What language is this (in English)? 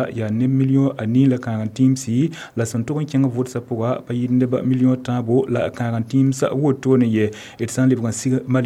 Mossi